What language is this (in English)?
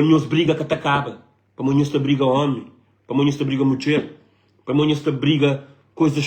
Kabuverdianu